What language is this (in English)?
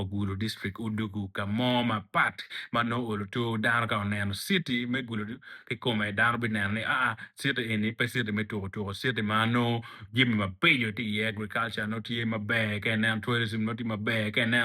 Acoli